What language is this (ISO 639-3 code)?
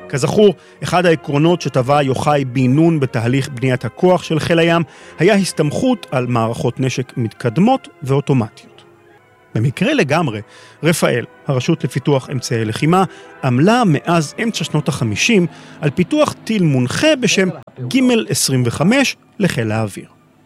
heb